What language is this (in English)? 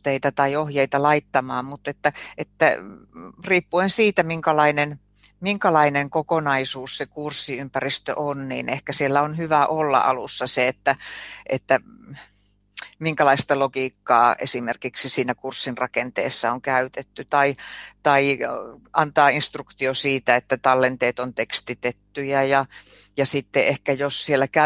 Finnish